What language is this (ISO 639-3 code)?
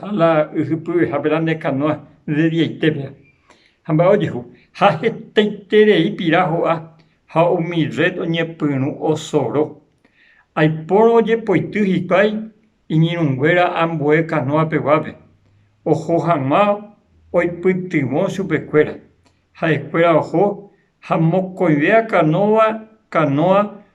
grn